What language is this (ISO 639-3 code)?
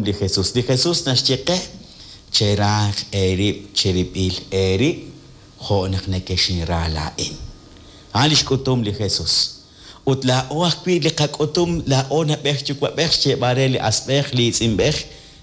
kek